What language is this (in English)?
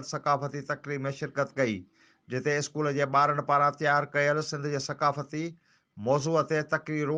Sindhi